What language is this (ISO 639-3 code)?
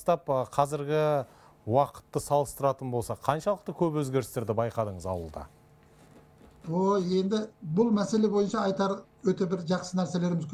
kaz